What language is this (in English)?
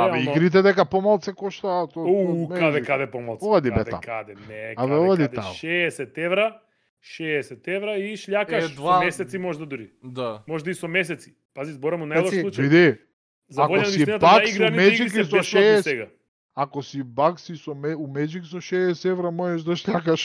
Macedonian